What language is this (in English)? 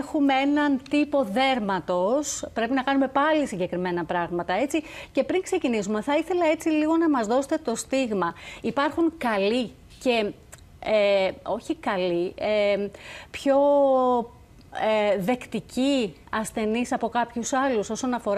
Greek